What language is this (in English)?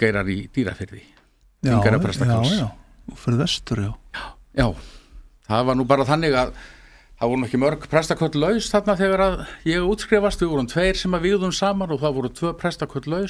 Icelandic